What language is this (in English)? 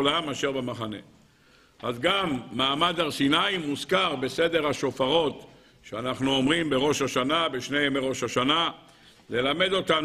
Hebrew